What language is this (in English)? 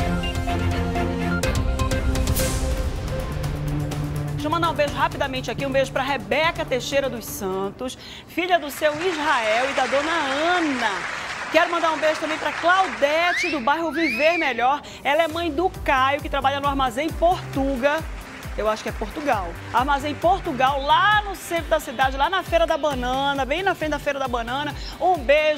Portuguese